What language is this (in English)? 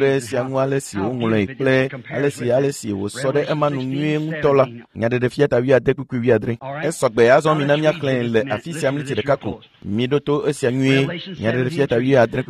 Ewe